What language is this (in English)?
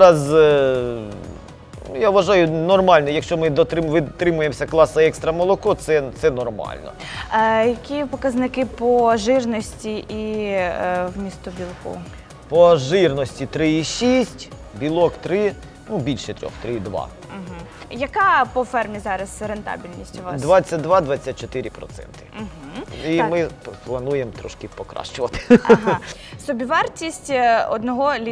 Ukrainian